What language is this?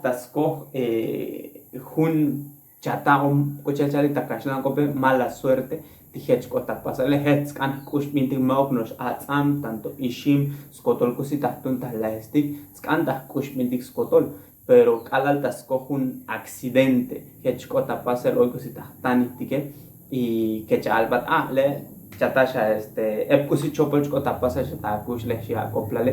Tzotzil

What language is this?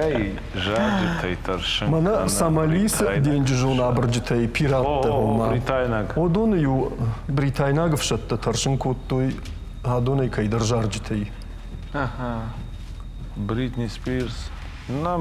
Ossetic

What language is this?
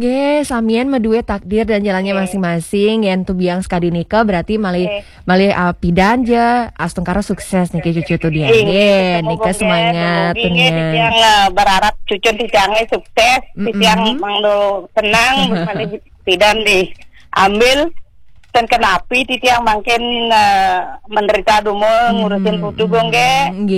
Balinese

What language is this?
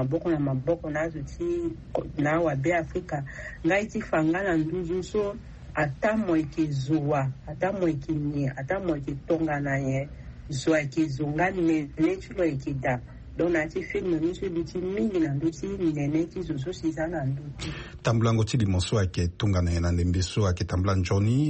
Sango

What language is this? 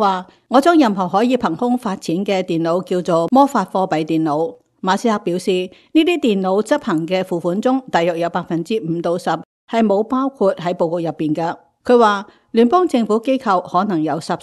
Cantonese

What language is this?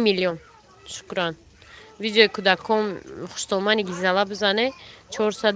Tajik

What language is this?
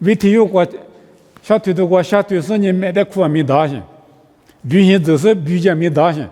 Lisu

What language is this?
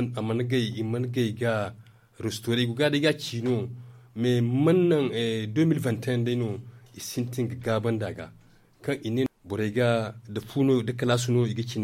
Zarma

